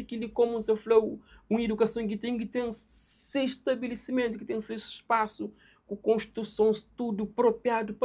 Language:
Kabuverdianu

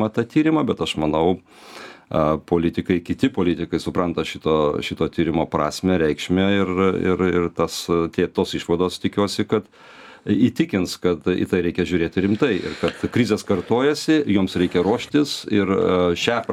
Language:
Lithuanian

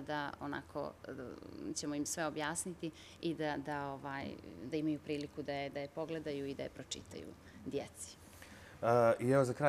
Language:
Bosnian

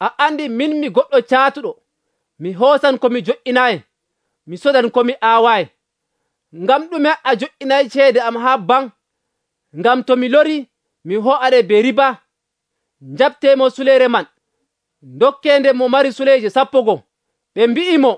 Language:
Nigerian Fulfulde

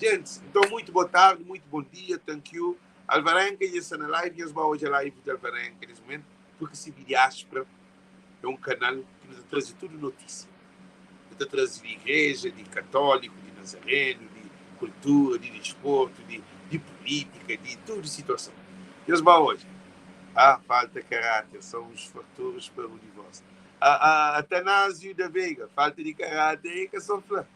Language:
Kabuverdianu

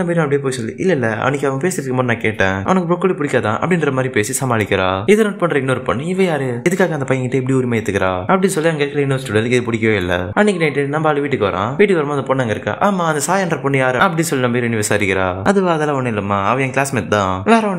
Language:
Tamil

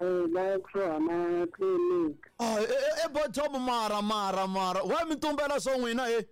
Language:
Tsonga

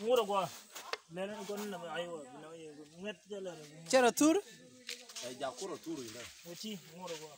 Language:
Nuer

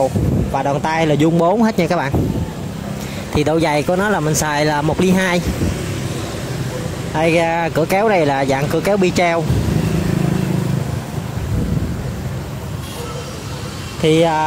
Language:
Vietnamese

